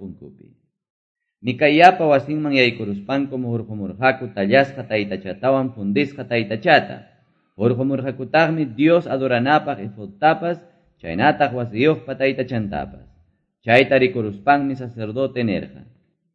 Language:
Quechua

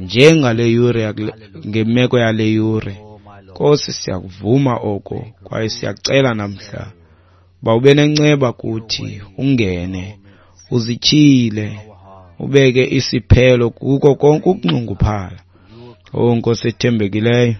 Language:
Xhosa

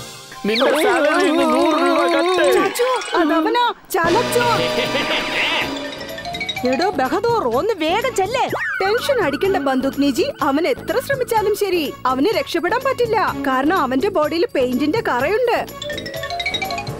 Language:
Malayalam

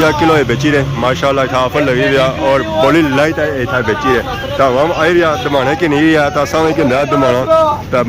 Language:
Pahari-Potwari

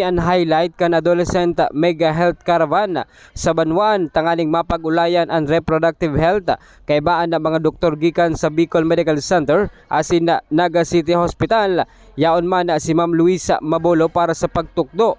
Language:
Bikol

